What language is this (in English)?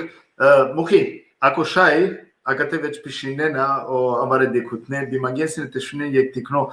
Balkan Romani